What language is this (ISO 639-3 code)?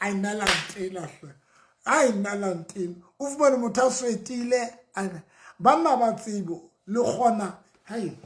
sot